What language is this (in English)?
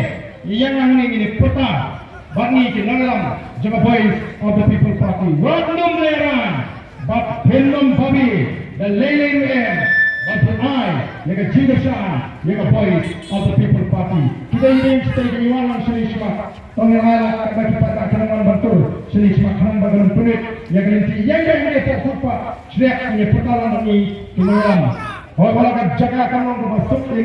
Khasi